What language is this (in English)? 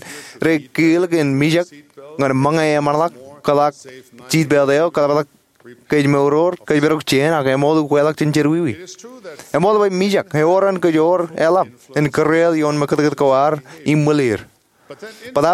Marshallese